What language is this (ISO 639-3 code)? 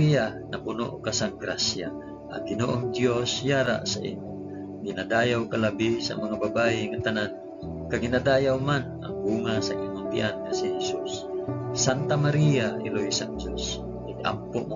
hil